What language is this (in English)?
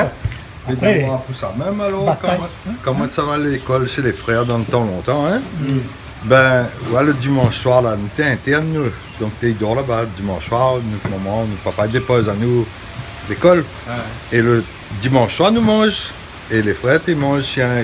Réunion Creole French